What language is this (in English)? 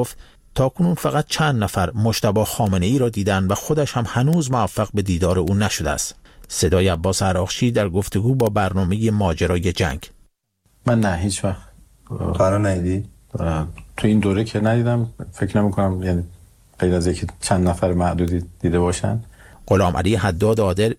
Persian